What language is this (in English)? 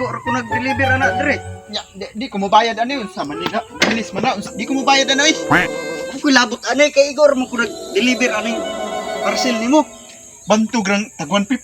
Cebuano